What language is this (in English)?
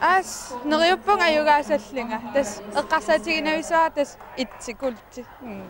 Kalaallisut